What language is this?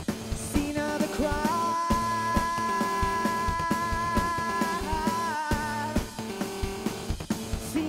English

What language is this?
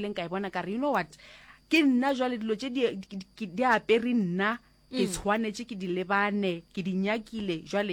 Northern Sotho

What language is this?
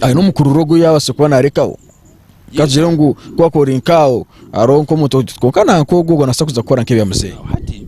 Nyankole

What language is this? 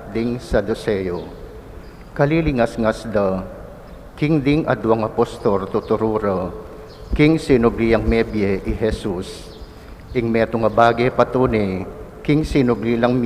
Pampanga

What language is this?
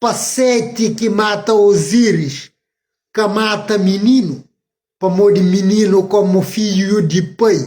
Kabuverdianu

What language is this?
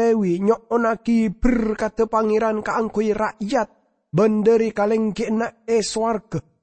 Madurese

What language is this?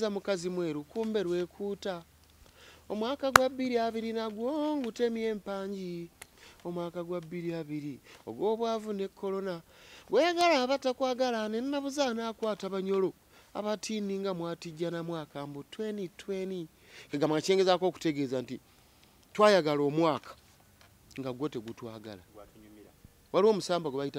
Ganda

